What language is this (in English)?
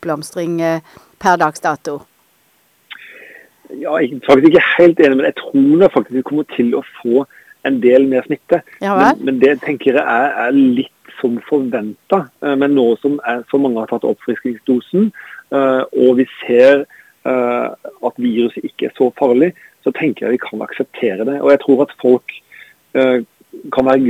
Norwegian